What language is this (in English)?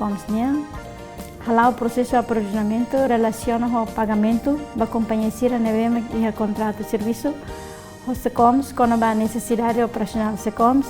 Tetum